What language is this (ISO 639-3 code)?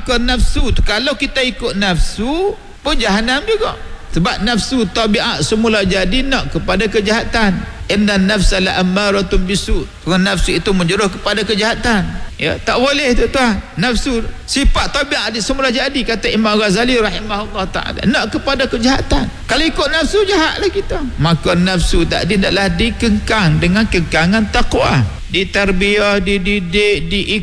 msa